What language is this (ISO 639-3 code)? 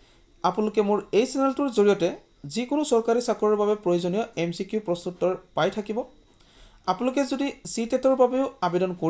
asm